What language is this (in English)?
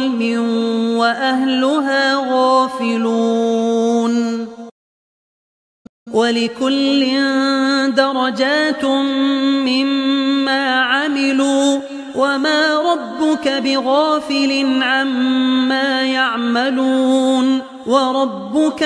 Arabic